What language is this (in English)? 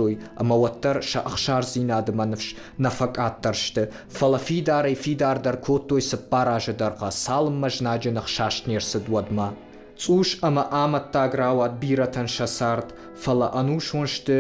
Ossetic